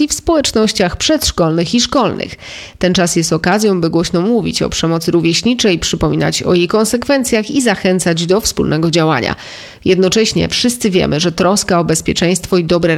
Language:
Polish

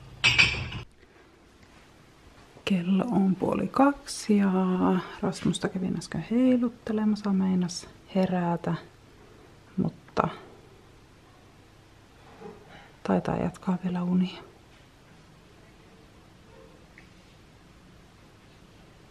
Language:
Finnish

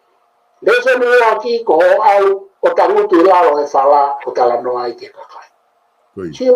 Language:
Tongan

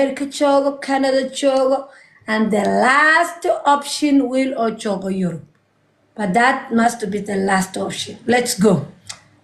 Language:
Somali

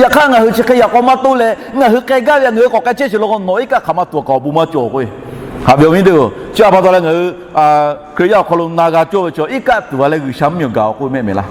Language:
Lahu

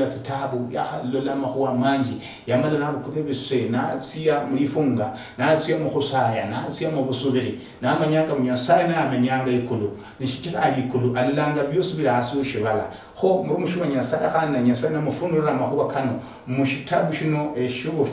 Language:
Luyia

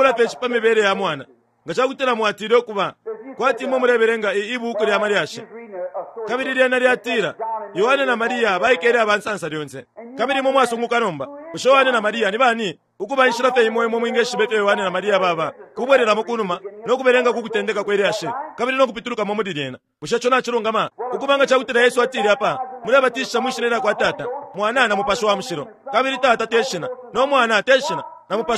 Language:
Bemba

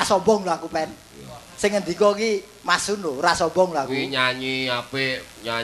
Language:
Javanese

